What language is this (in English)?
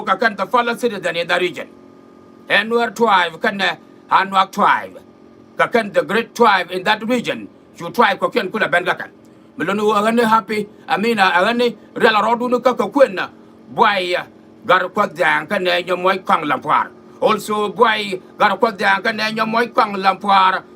Nuer